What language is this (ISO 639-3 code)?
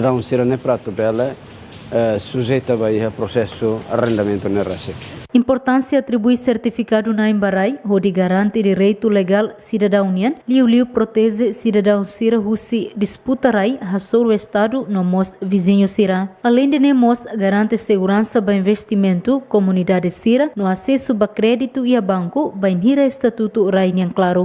tet